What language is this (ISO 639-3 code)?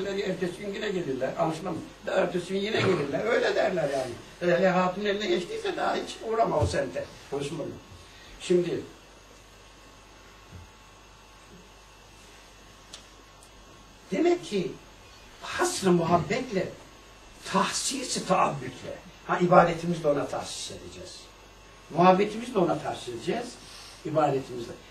tur